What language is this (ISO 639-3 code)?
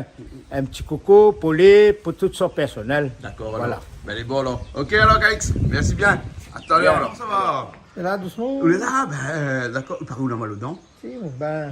rcf